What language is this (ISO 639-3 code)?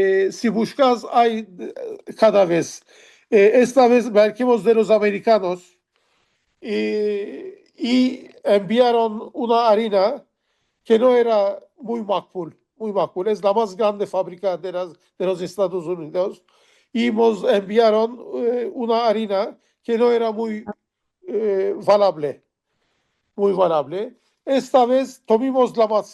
lad